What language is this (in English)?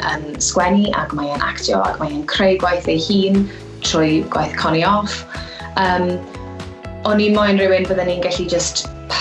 Welsh